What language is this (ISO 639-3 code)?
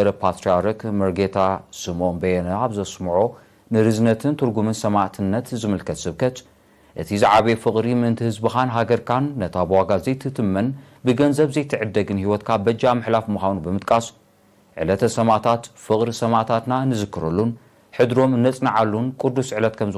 tir